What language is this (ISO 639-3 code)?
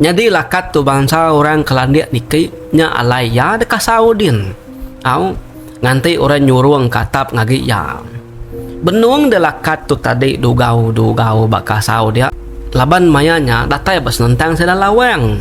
iba